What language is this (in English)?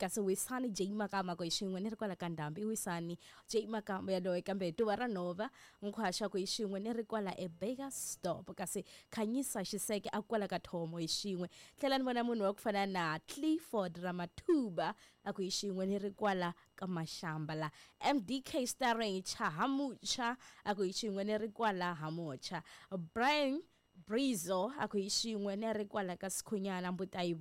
Tsonga